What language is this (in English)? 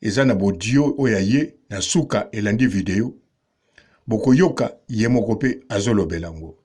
Lingala